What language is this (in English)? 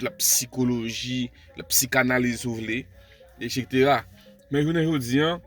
Haitian Creole